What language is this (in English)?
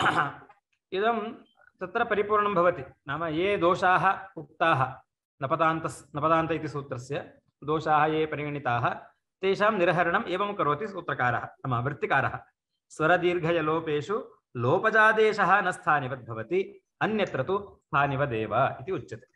Sanskrit